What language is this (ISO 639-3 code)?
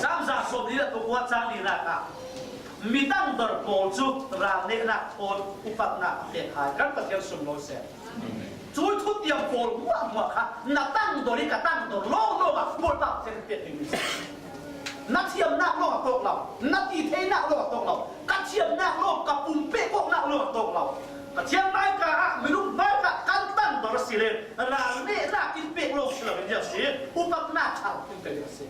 cfm